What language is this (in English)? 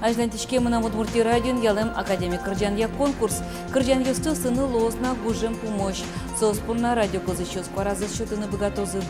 Udmurt